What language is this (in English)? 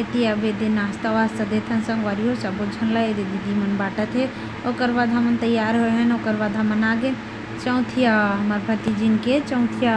Chhattisgarhi